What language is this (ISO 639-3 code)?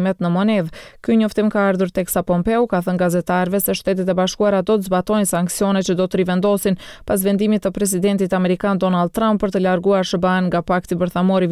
sqi